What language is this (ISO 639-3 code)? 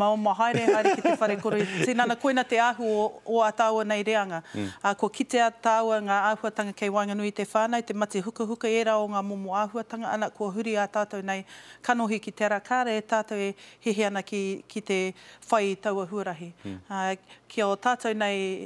mri